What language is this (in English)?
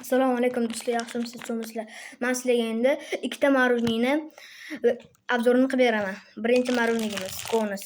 Uzbek